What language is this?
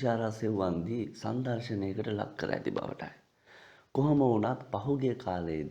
Sinhala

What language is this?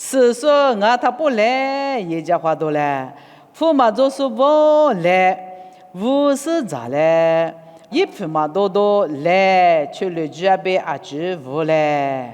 Lisu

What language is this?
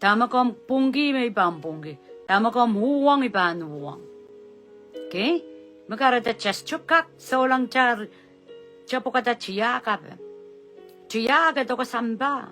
Pohnpeian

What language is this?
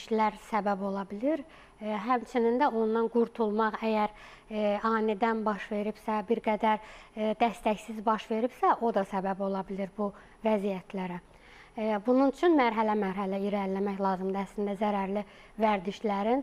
Azerbaijani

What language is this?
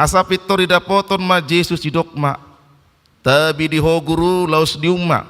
Batak Toba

